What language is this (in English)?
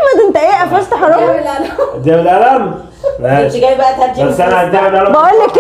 Egyptian Arabic